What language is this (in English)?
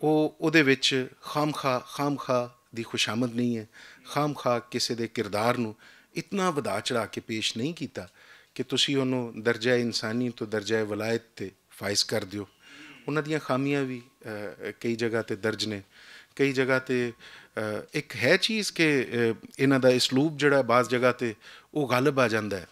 Western Panjabi